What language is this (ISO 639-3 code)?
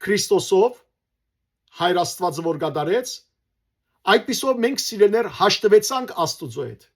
hyw